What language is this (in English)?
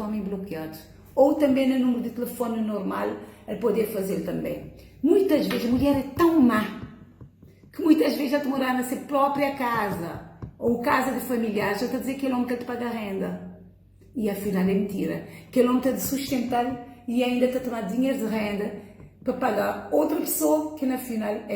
Kabuverdianu